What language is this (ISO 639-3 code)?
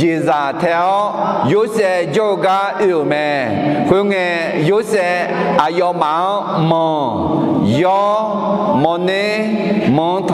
ahk